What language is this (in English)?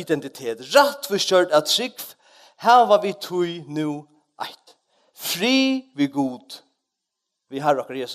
Faroese